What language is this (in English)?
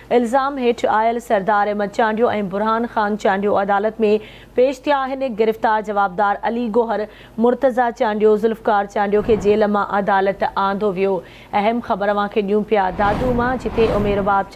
Sindhi